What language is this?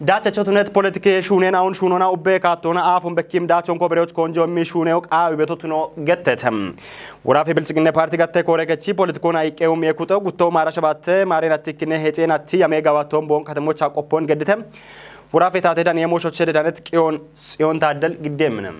Kafa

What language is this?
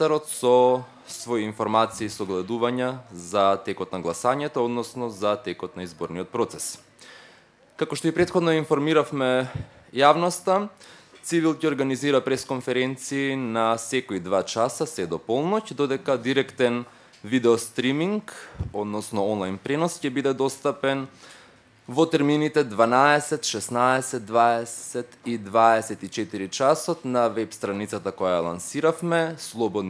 Macedonian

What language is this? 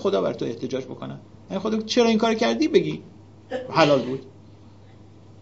Persian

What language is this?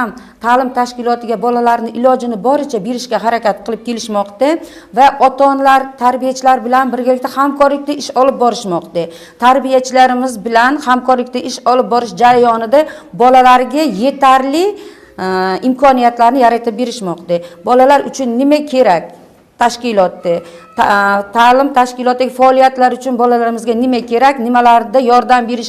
Uzbek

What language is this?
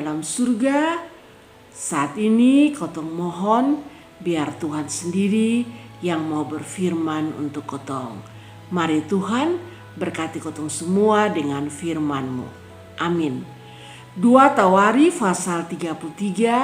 Kupang Malay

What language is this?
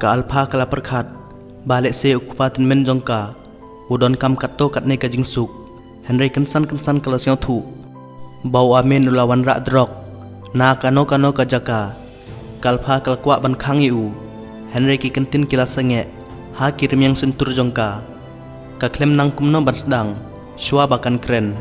Khasi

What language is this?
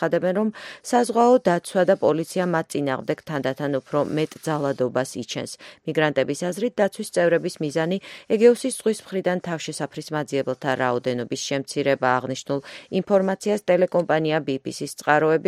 Georgian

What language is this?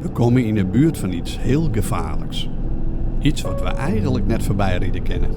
Western Frisian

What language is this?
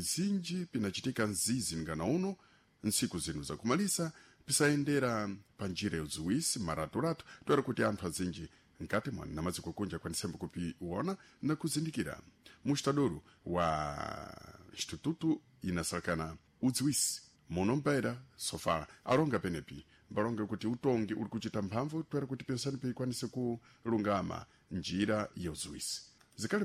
Sena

